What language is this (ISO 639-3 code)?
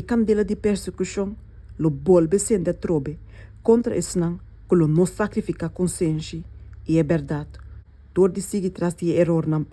pap